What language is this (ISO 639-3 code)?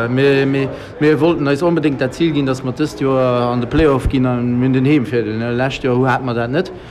ltz